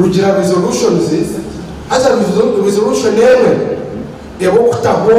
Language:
Nyankole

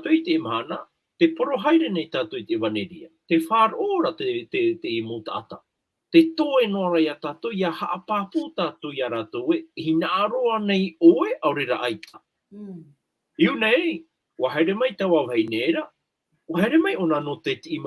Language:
Tahitian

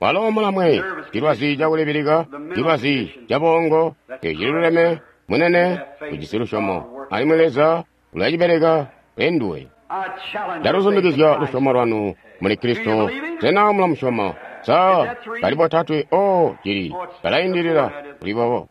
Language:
Tonga (Zambia)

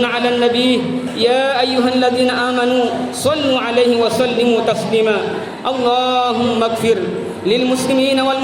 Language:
Buginese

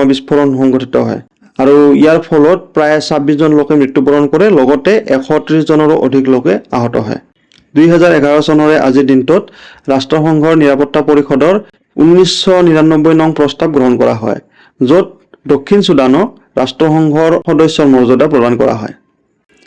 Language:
Assamese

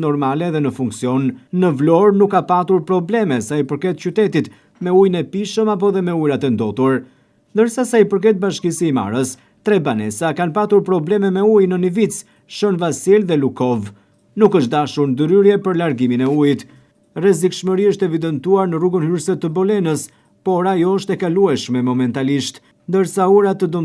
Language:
Albanian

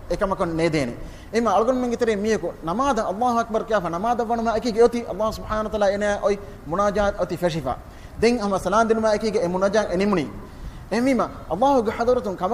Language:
Divehi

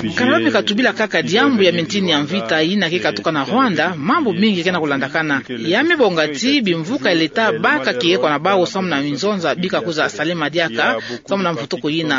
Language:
Kituba (Democratic Republic of Congo)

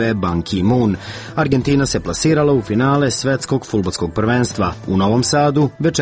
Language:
Serbian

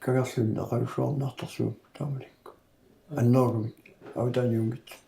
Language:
Kalaallisut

